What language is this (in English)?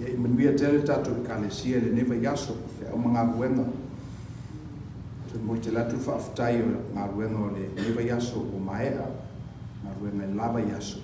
Samoan